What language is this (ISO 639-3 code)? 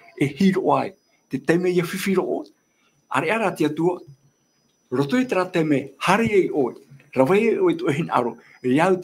tah